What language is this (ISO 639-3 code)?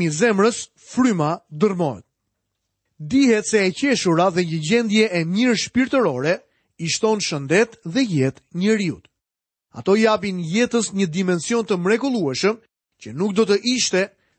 sqi